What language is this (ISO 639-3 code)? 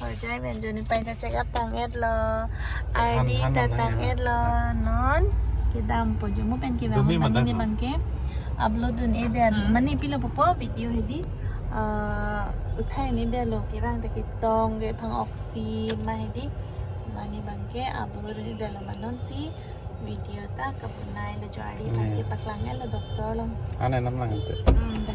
mjw